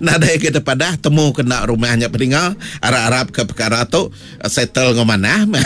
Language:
Iban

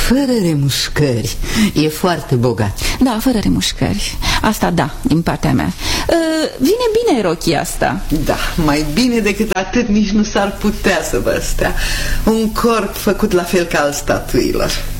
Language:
Romanian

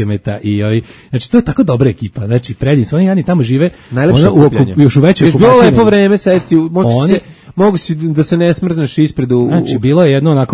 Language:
Serbian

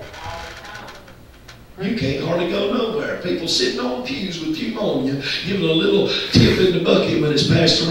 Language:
English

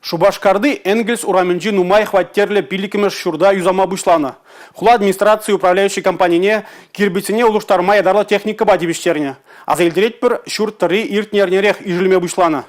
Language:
Chuvash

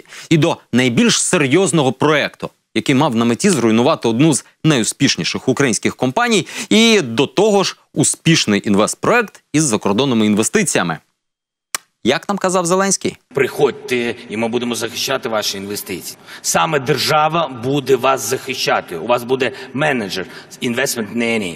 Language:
Ukrainian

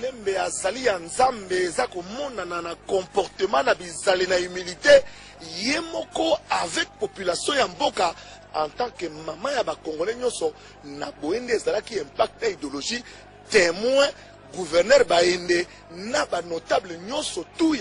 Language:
Lingala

